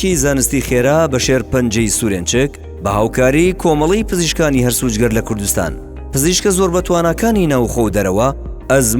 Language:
Central Kurdish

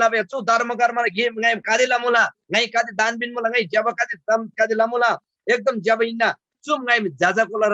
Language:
Eastern Tamang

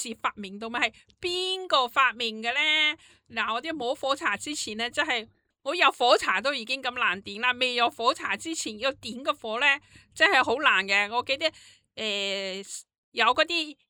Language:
Cantonese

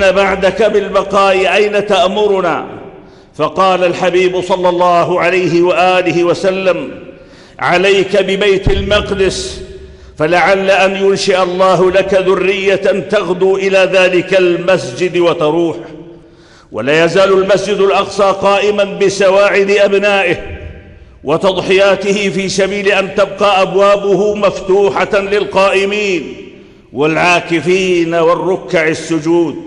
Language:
Arabic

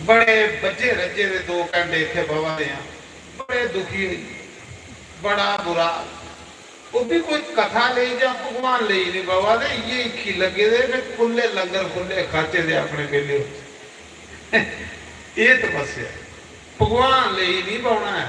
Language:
Dogri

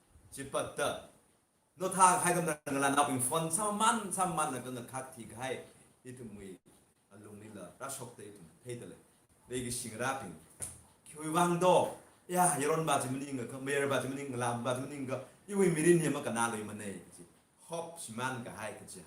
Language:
Tangkhul Naga (India)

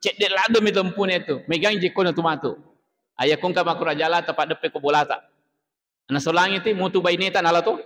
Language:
Buginese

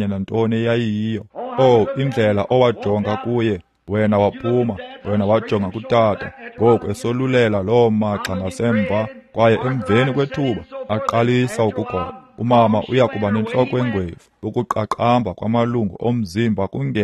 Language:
Xhosa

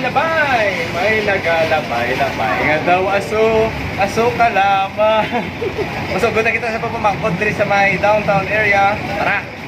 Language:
Hiligaynon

